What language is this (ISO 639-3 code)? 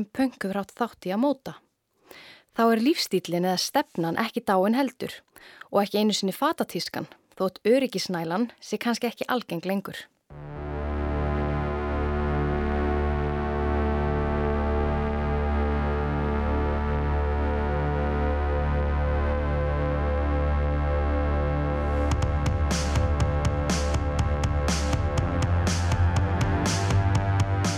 isl